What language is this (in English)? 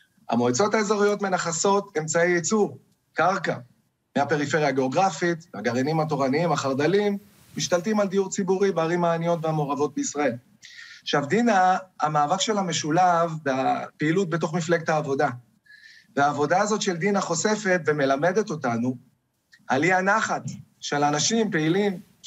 Hebrew